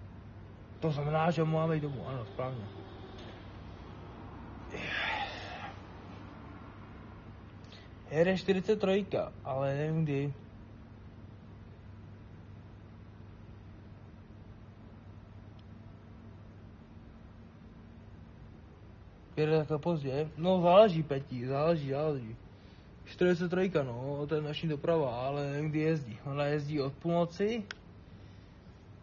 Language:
Czech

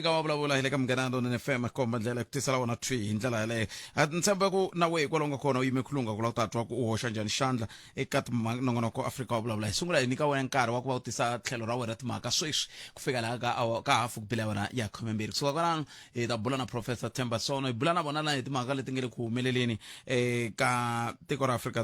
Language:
Tsonga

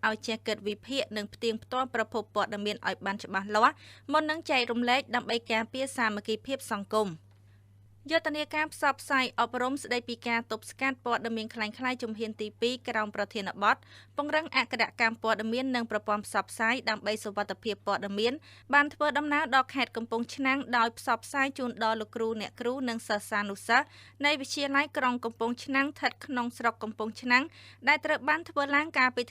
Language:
Khmer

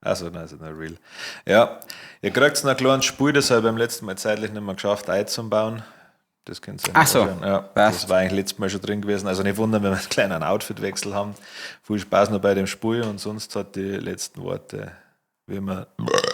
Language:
Bavarian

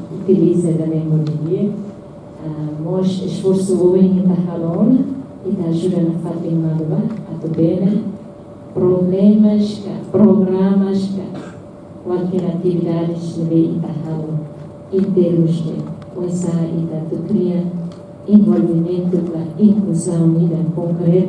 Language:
Tetum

